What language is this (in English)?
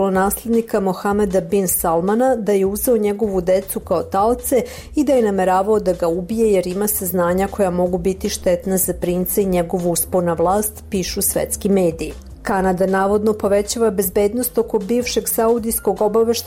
Serbian